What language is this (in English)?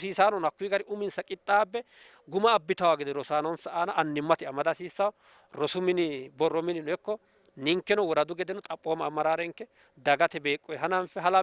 Sidamo